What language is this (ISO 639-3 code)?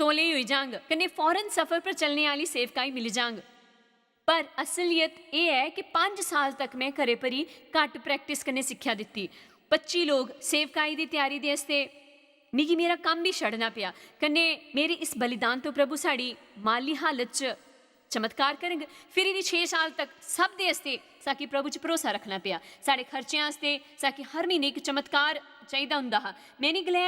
doi